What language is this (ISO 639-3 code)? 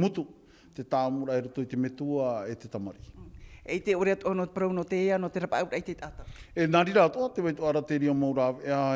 tah